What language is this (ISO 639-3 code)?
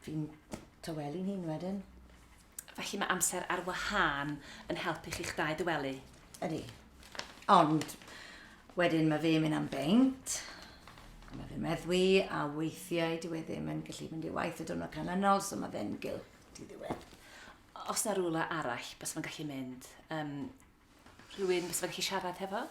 cym